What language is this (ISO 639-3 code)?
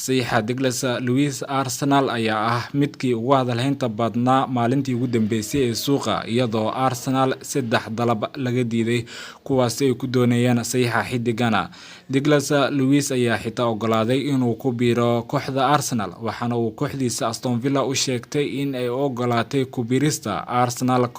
som